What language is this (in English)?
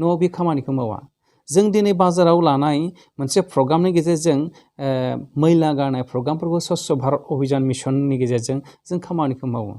Bodo